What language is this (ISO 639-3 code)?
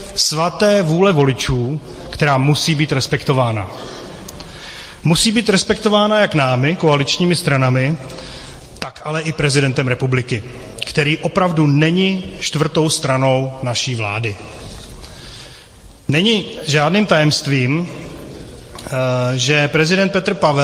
ces